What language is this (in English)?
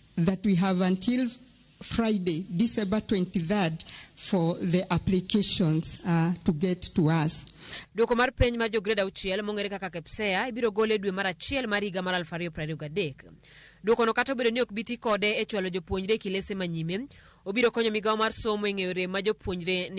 Luo (Kenya and Tanzania)